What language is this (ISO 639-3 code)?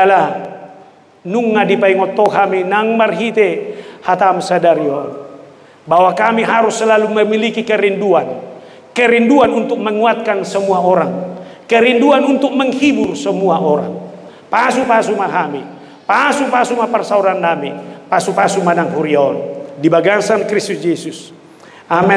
bbc